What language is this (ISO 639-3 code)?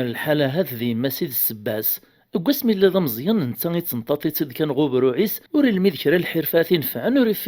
kab